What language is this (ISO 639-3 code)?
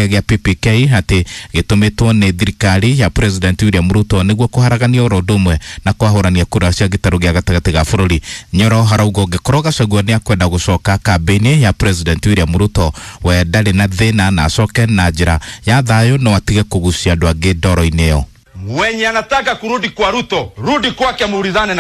kik